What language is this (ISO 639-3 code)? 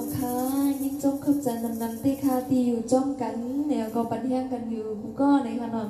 shn